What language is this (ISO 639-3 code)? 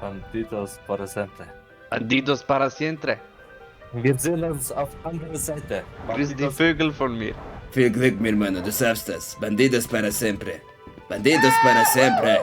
gsw